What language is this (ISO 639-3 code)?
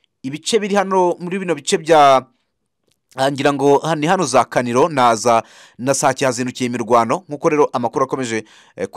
kin